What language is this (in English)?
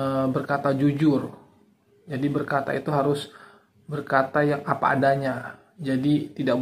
Indonesian